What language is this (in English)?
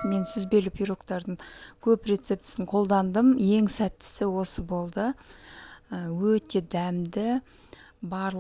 Kazakh